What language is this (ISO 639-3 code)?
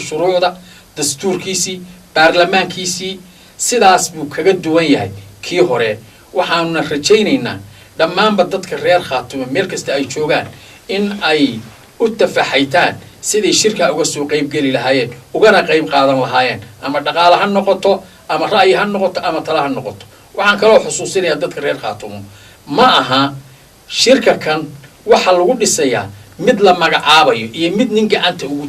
som